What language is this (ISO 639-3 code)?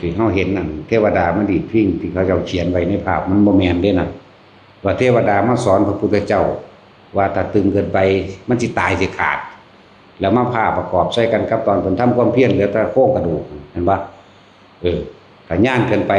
tts